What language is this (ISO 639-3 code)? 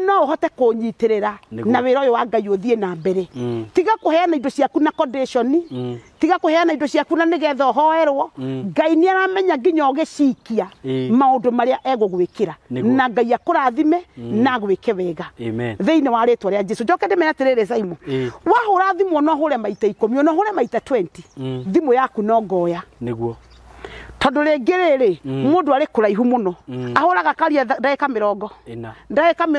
kik